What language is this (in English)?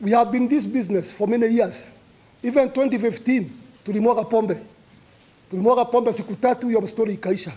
Meru